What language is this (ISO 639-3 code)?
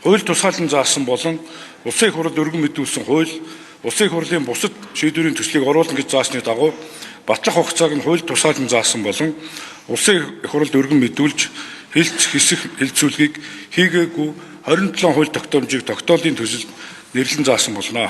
mon